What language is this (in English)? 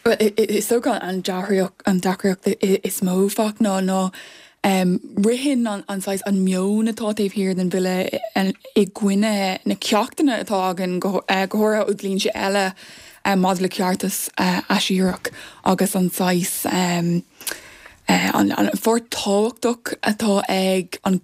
Irish